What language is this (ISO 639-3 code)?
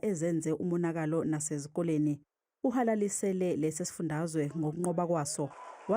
zul